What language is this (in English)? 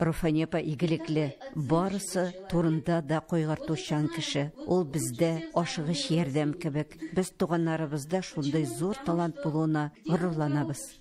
Tatar